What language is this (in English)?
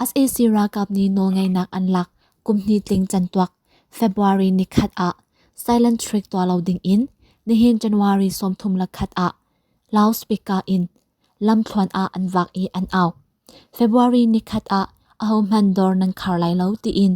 Hakha Chin